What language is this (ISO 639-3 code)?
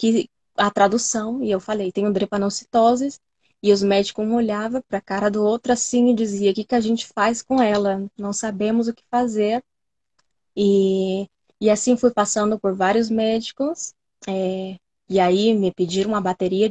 por